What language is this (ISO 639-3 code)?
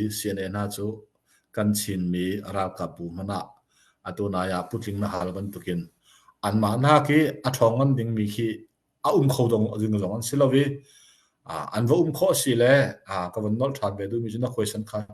cnh